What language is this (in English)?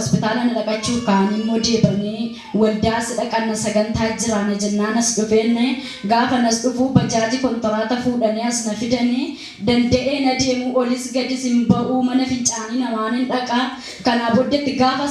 Oromo